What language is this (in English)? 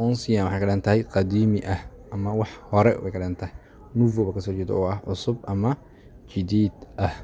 Somali